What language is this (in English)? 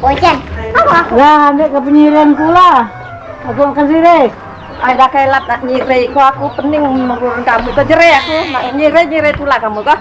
Musi